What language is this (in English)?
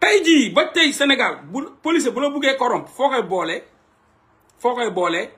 Wolof